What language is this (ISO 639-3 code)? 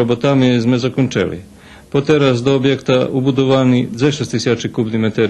rue